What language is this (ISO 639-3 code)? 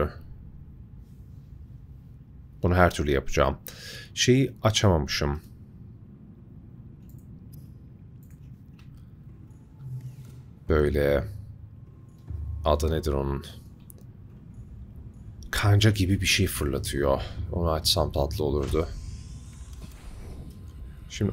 tur